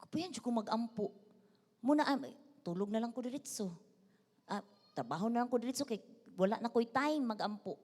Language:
Cebuano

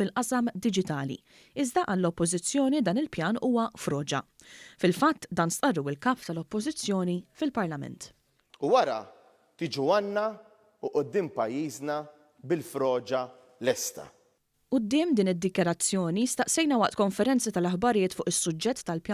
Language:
Maltese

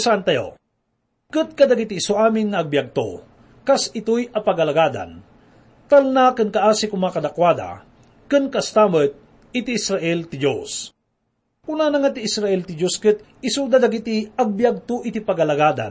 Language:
Iloko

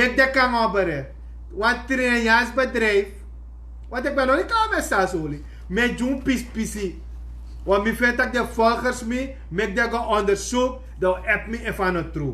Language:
Sranan Tongo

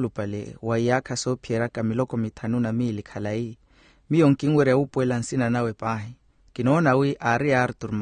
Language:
Makhuwa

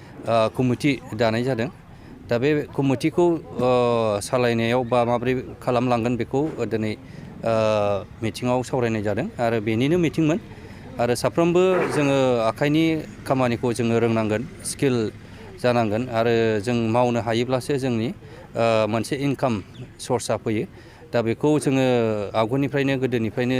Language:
Bodo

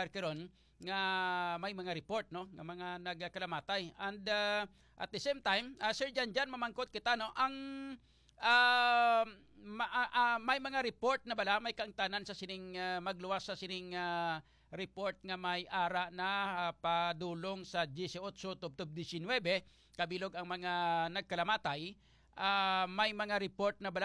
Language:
Hiligaynon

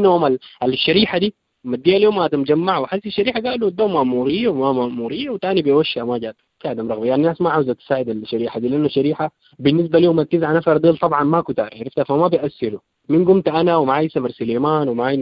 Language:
Sudanese Arabic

